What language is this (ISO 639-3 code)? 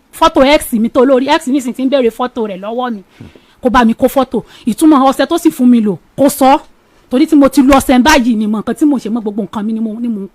yor